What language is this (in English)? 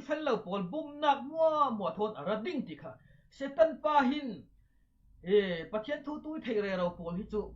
Falam Chin